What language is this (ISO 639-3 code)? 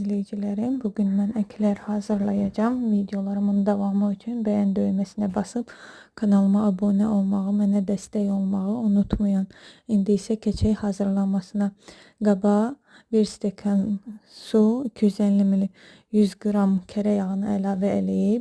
aze